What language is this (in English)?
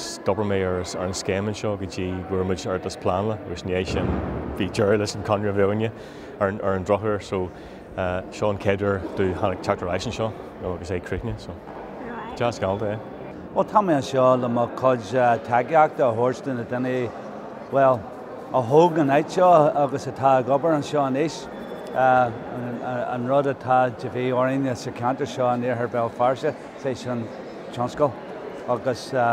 Irish